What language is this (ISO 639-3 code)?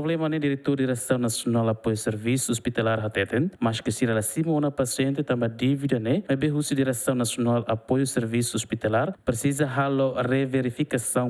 tet